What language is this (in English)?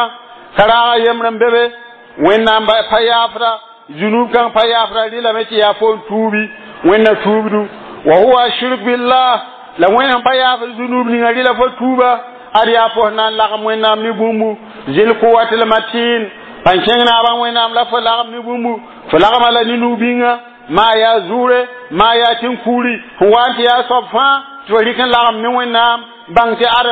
Mossi